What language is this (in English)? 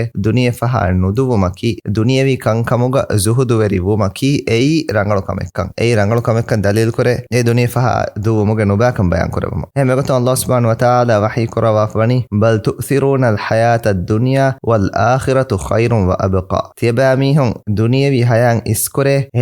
Divehi